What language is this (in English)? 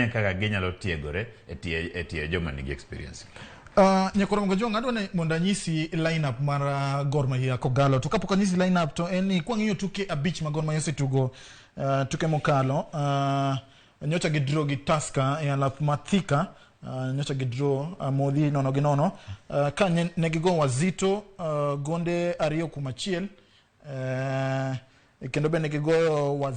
Luo (Kenya and Tanzania)